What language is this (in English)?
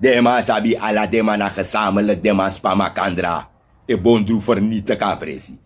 Sranan Tongo